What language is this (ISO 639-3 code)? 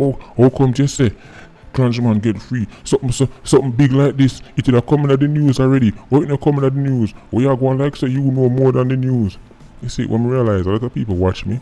jam